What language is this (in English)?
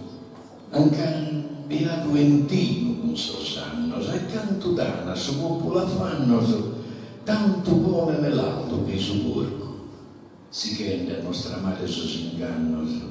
Sardinian